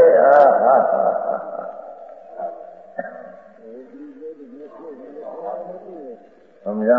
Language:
Gujarati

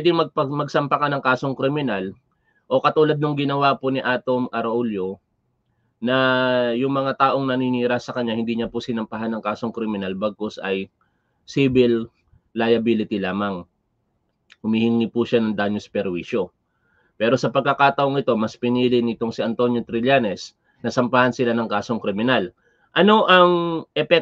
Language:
Filipino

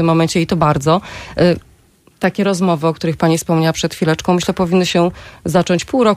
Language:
Polish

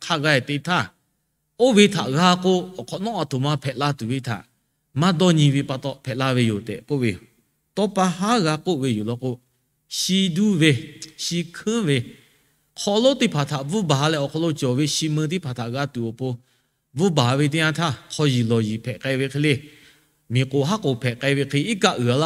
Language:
Lahu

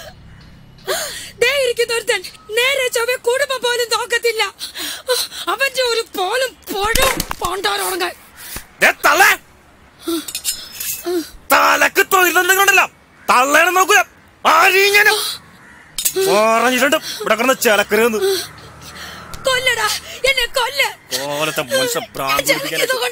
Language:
Malayalam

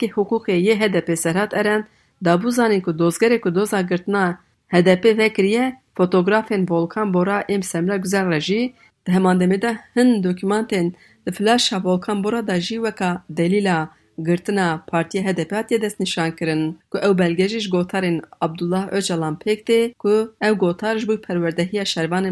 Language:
Kurdish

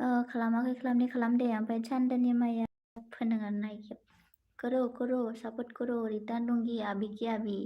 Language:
Bodo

